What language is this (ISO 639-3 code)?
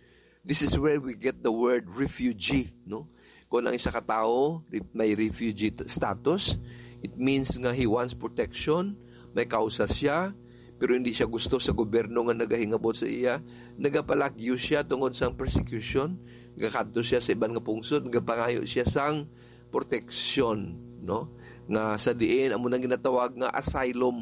hil